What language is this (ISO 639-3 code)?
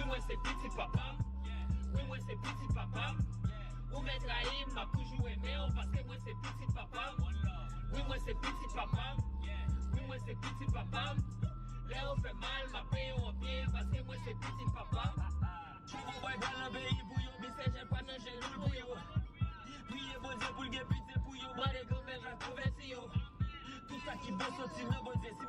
hat